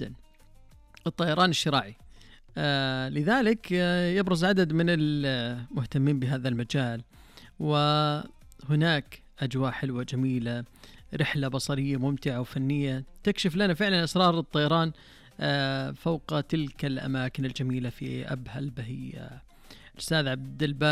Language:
Arabic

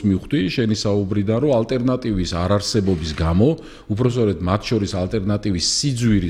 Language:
Georgian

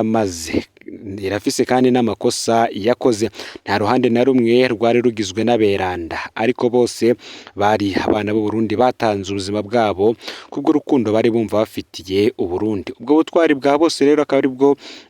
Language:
Rundi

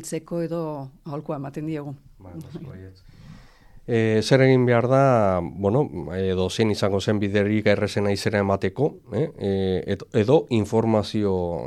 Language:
Basque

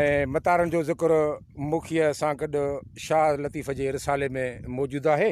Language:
Sindhi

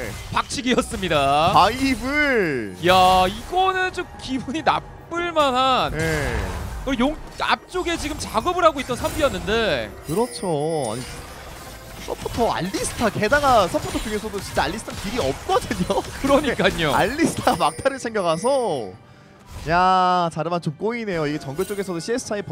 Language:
Korean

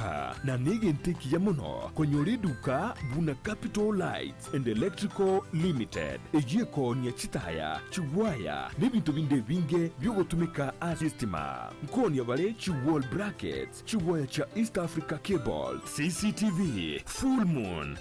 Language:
Gusii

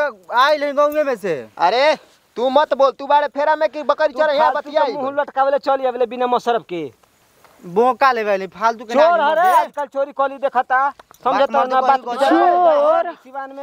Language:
Bhojpuri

